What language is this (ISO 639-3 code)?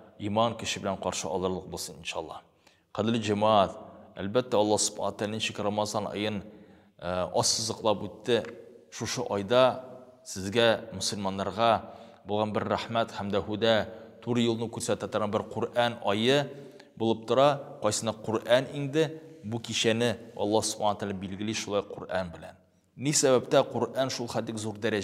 tat